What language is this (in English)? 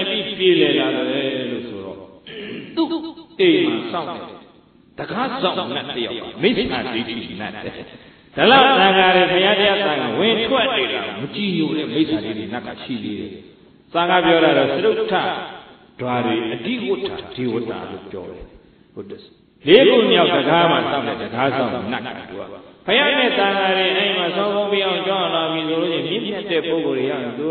Burmese